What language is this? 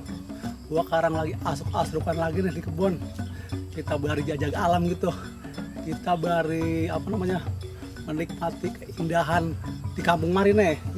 Betawi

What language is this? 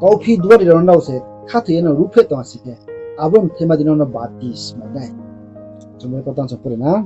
Riang (India)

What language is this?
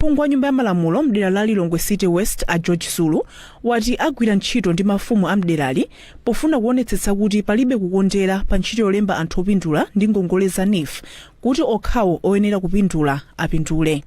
Nyanja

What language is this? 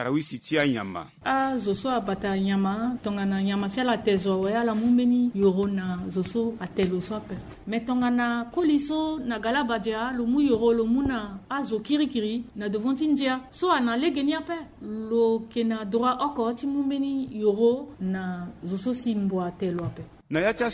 Sango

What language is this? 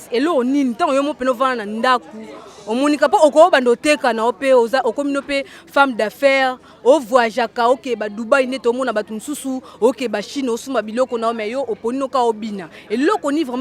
Lingala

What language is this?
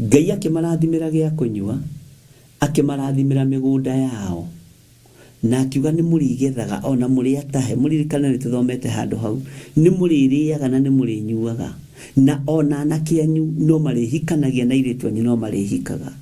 Kikuyu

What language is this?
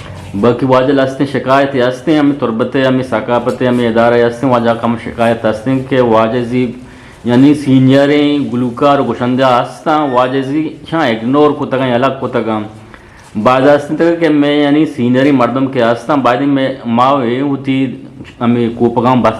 Eastern Balochi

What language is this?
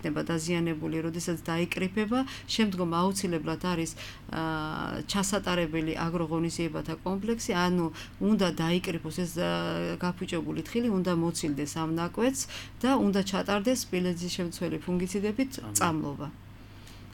Georgian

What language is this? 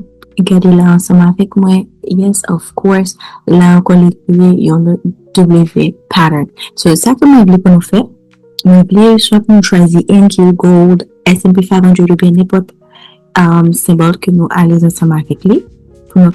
Haitian Creole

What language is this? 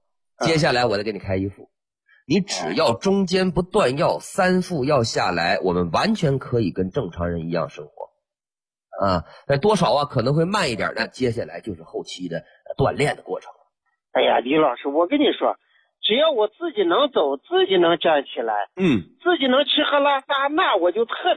Chinese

